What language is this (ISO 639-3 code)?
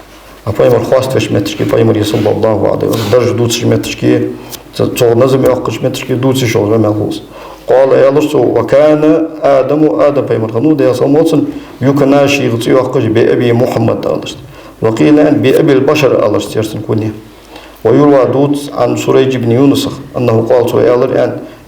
inh